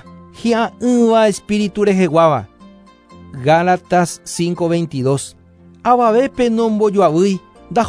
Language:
Guarani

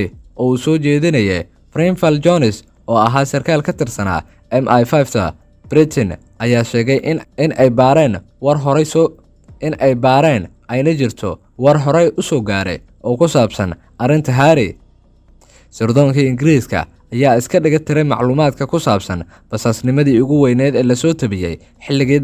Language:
Somali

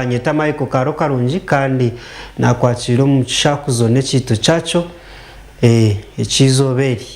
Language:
Nyankole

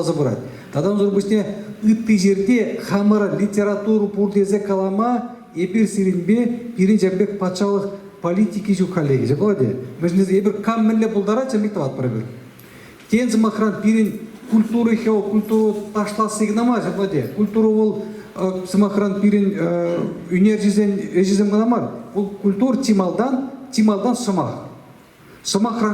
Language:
Chuvash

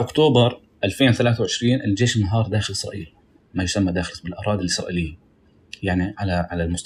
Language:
North Levantine Arabic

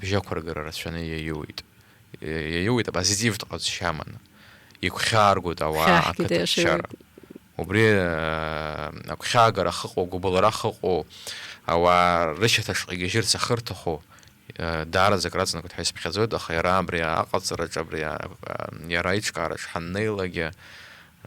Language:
Abkhazian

